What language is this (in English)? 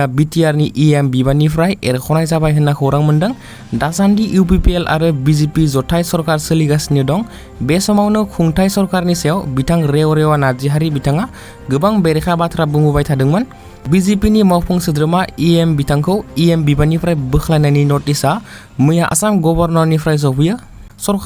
Bodo